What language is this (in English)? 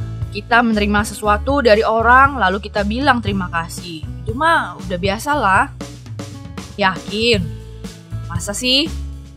Indonesian